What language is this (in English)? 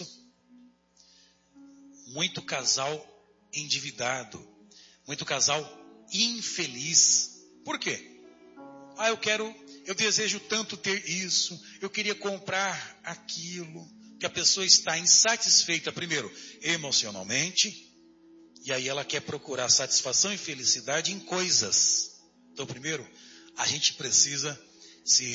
Portuguese